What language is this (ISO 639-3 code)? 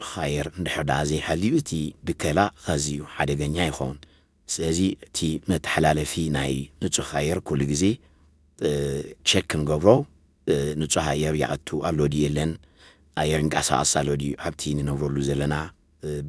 tir